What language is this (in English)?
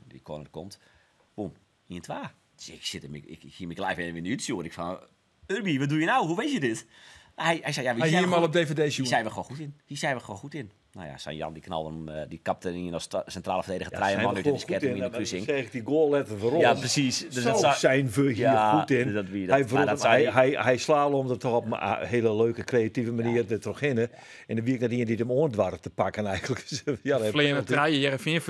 Western Frisian